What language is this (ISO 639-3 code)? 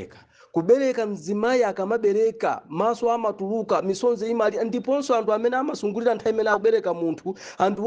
nya